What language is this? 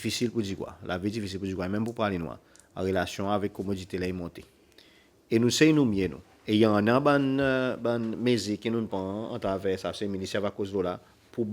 Seselwa Creole French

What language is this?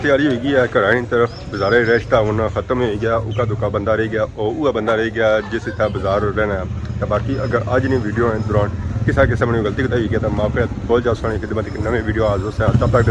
Pahari-Potwari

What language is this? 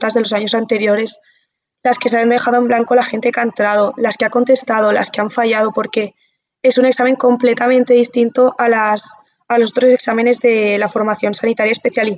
Spanish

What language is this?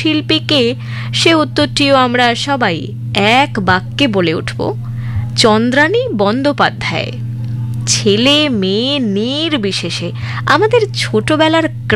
Bangla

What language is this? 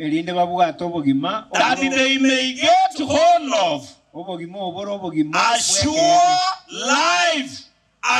Gusii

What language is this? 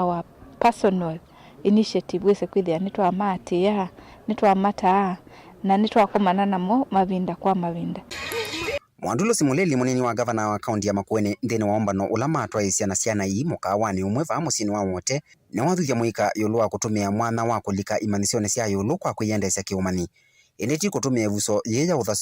Kamba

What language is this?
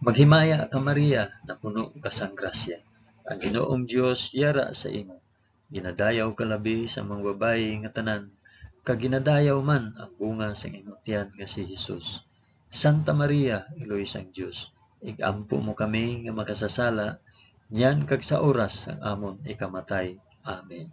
Hiligaynon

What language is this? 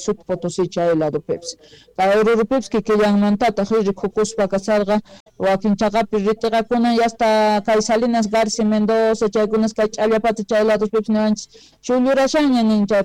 Quechua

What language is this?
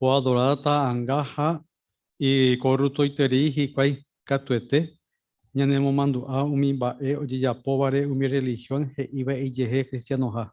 Guarani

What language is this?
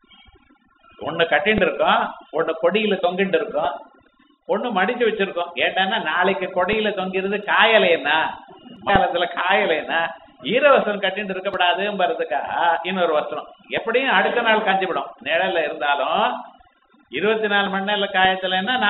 Tamil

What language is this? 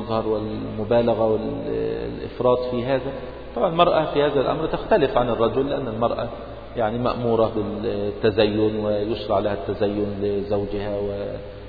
Arabic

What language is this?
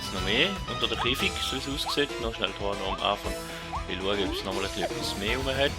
Swiss German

